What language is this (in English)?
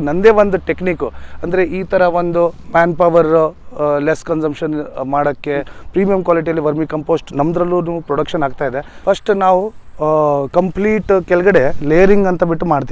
Kannada